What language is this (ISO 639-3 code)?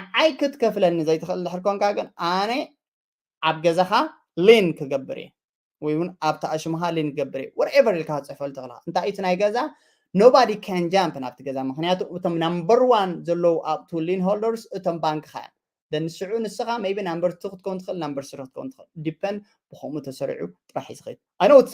tir